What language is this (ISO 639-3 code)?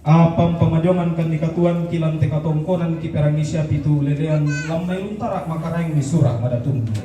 sda